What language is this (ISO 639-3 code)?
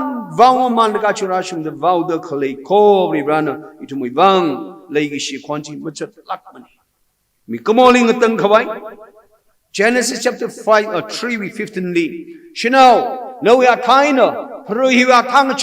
nmf